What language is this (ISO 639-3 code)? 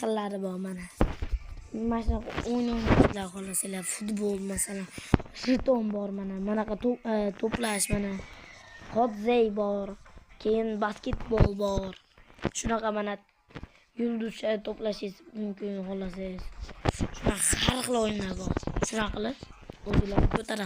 uzb